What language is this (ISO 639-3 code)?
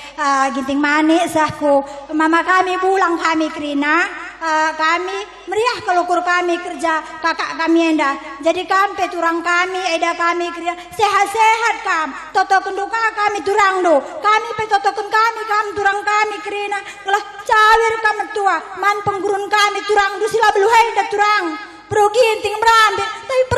btx